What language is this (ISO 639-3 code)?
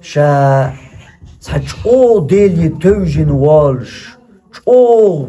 che